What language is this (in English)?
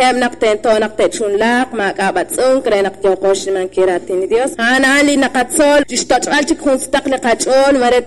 Kekchí